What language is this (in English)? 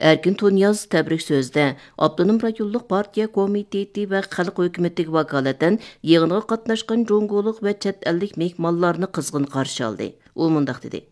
Uyghur